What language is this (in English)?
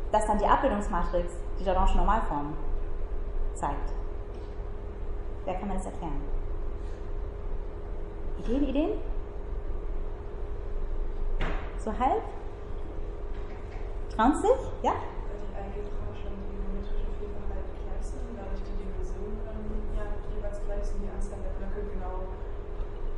German